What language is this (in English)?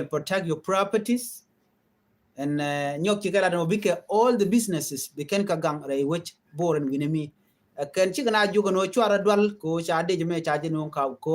Nuer